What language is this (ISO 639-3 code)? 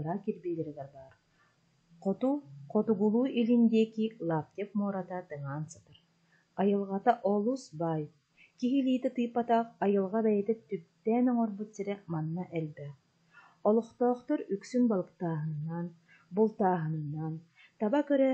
sah